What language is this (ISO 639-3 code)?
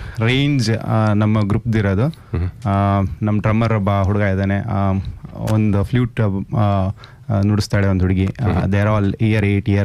kan